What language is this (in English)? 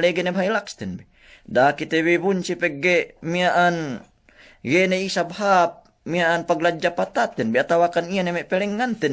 Yakan